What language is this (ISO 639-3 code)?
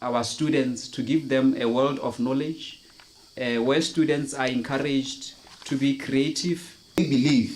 tsn